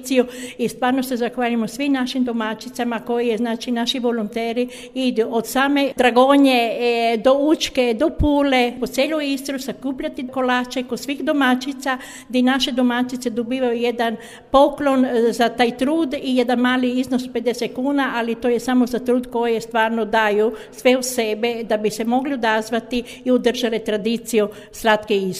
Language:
Croatian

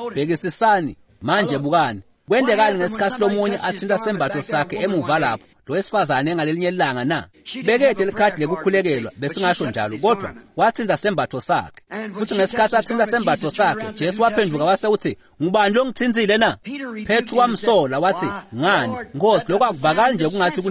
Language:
Swati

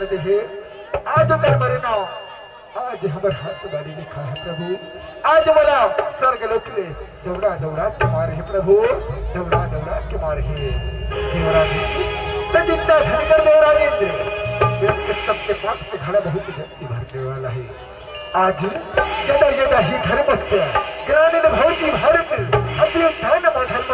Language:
Chhattisgarhi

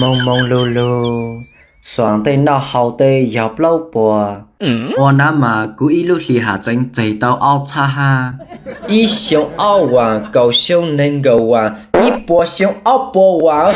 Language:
Hmong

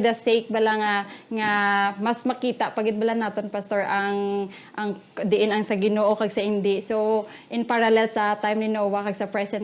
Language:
Hiligaynon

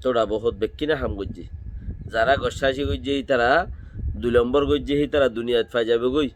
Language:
Rohingya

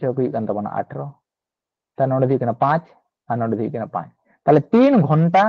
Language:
Santali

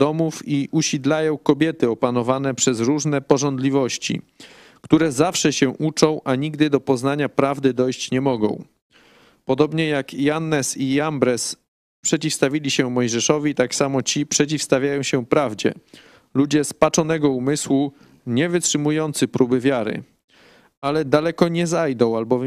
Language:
Polish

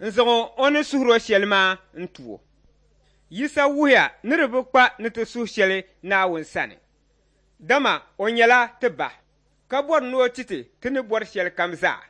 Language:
Dagbani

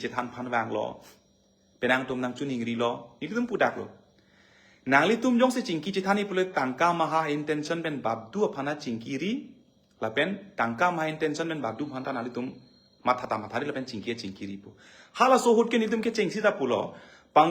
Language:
Karbi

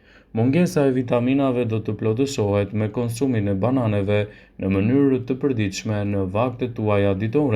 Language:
Albanian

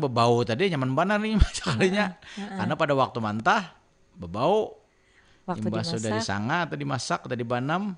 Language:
Banjar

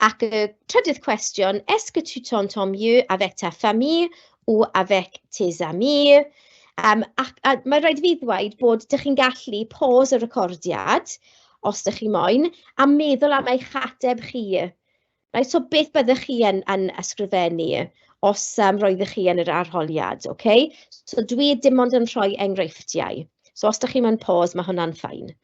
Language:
Welsh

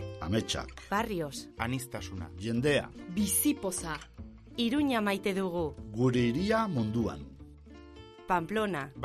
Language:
Basque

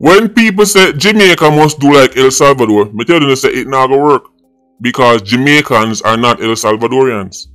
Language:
Jamaican Creole English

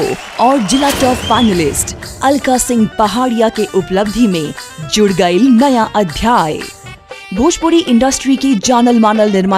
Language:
Bhojpuri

